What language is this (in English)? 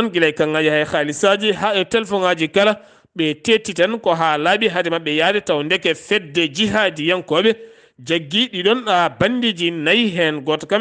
Fula